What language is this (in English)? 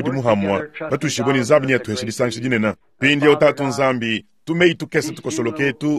Luba-Lulua